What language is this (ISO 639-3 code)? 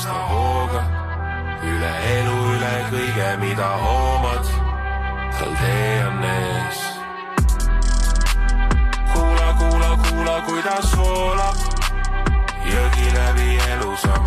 est